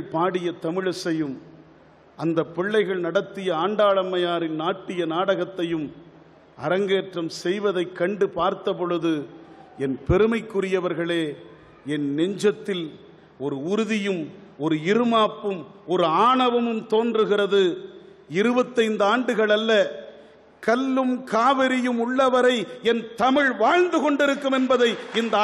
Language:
Tamil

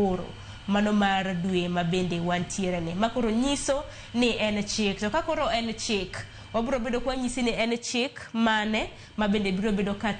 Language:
Luo (Kenya and Tanzania)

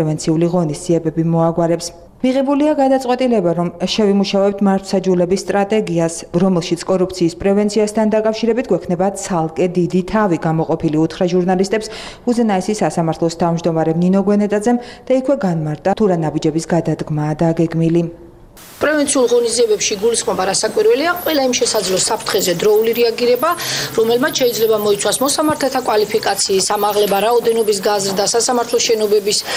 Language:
Georgian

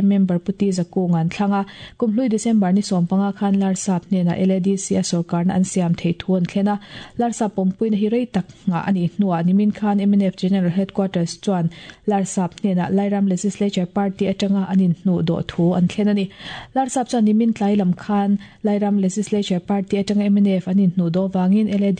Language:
Mizo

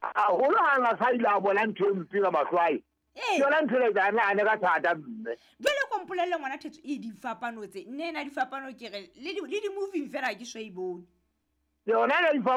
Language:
Southern Sotho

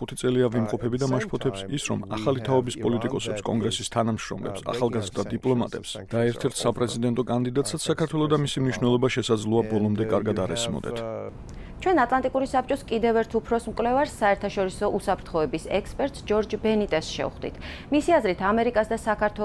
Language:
Georgian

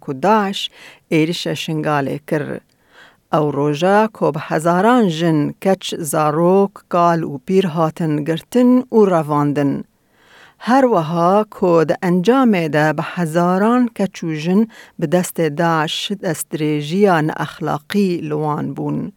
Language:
Kurdish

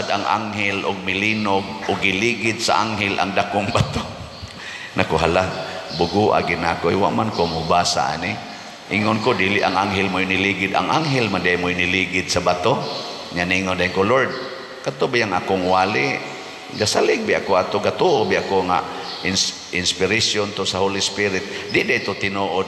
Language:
Cebuano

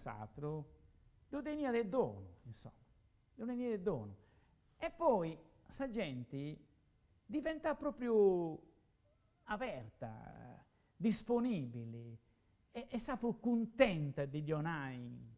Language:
Sardinian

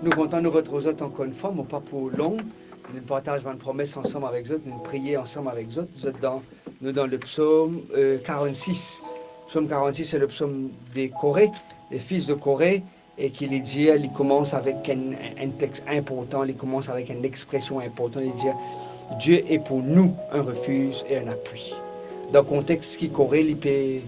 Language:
Morisyen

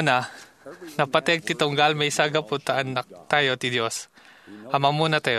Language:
Iloko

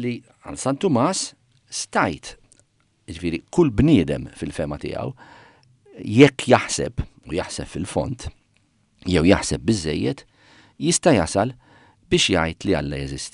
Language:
Maltese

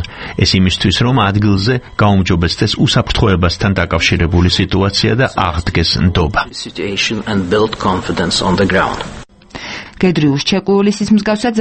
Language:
Georgian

